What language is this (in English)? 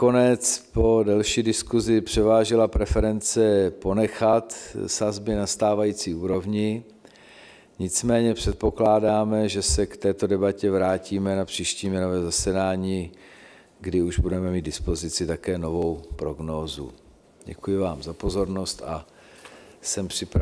Czech